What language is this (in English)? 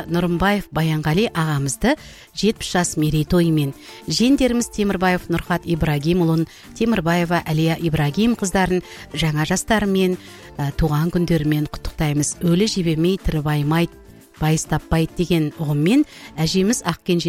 Kazakh